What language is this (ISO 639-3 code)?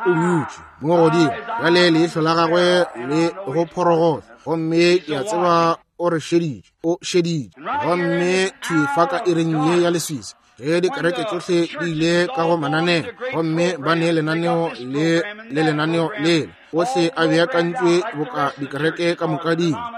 nso